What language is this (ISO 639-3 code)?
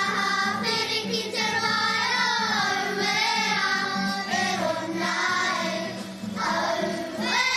mri